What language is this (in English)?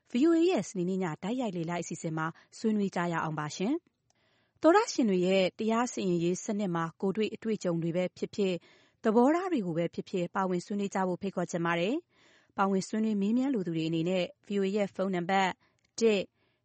Burmese